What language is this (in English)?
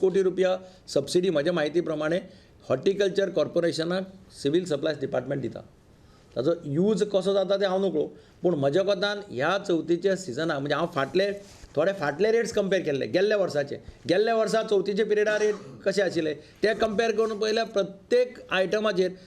Konkani